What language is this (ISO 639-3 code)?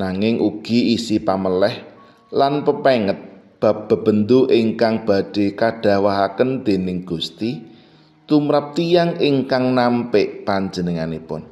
jav